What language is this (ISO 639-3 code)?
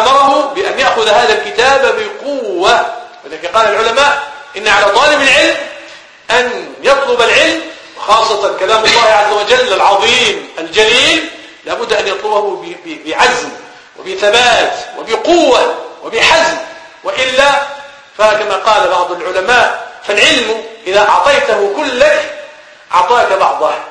ara